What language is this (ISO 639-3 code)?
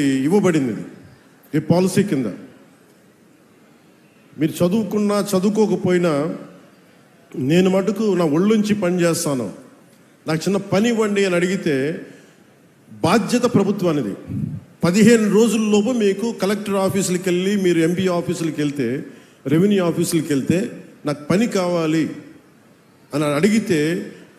tel